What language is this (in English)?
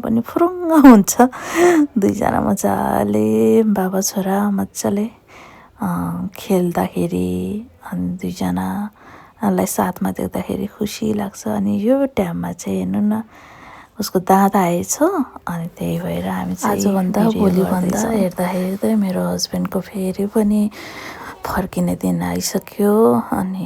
Nepali